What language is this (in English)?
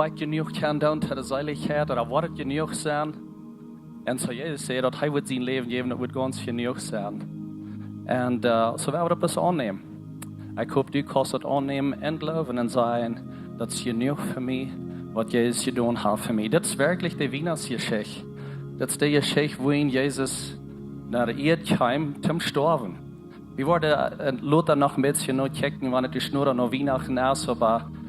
Plautdietsch